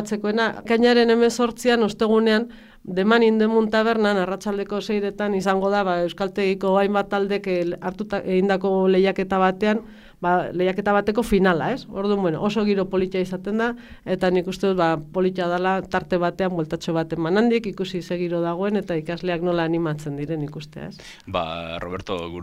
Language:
Basque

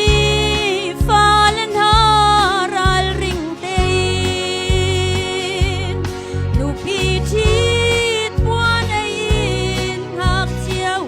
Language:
Hakha Chin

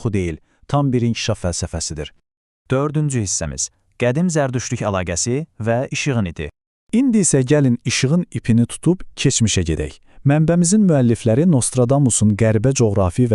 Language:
Azerbaijani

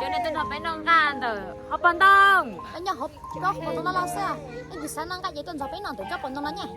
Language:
Hmong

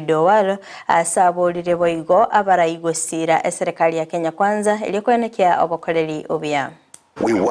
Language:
Gusii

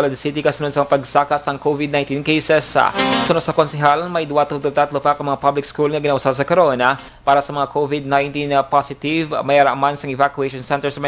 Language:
Hiligaynon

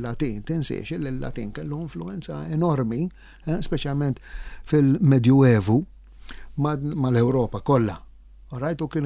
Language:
Maltese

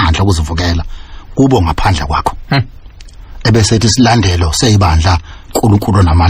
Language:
Zulu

